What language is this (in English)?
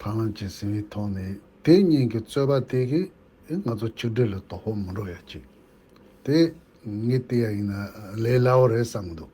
Tibetan